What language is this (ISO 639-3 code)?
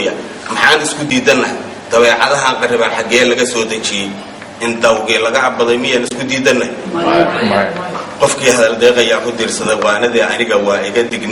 som